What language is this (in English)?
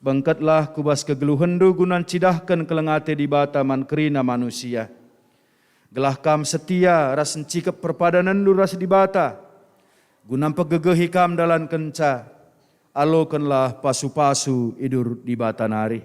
Batak Karo